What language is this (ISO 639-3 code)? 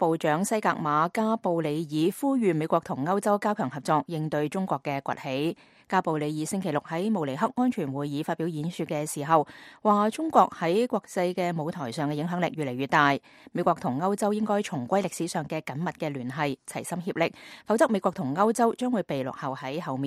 yue